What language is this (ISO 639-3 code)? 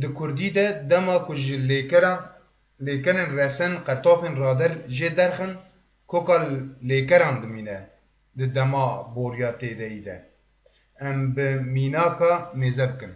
kur